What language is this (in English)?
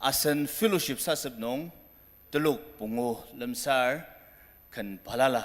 Ao Naga